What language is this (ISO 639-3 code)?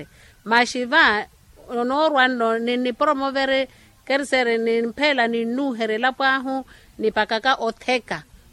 vmw